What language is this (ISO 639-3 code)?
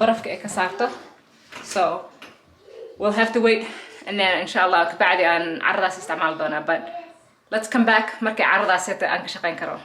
som